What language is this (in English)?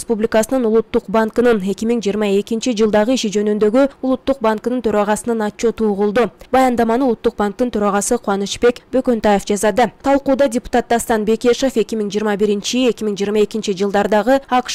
Kyrgyz